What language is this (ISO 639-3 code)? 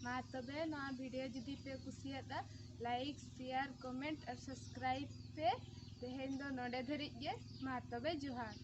sat